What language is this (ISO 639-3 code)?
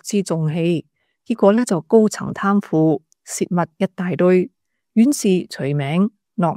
yue